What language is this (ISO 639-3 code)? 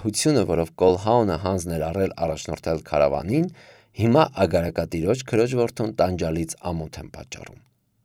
hye